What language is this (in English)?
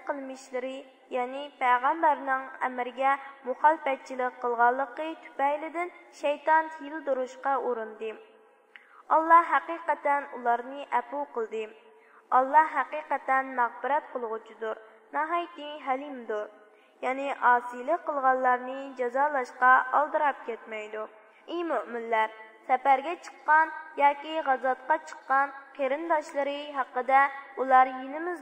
Uyghur